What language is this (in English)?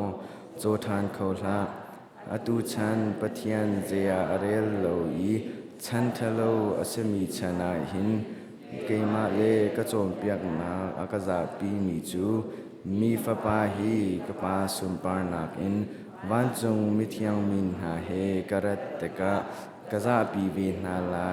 Hakha Chin